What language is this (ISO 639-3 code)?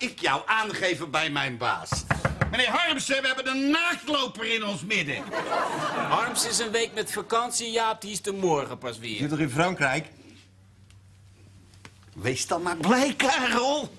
nld